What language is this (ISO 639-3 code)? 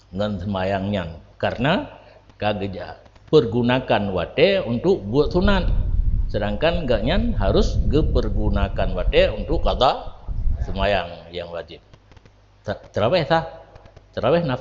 ace